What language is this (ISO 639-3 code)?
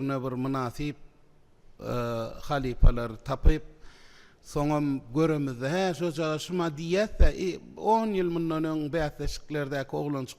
tuk